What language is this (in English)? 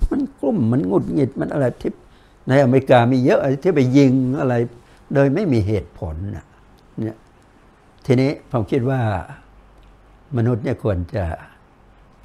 Thai